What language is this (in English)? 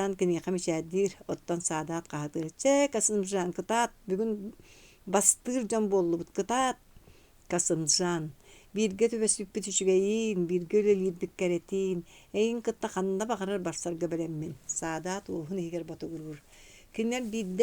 Yakut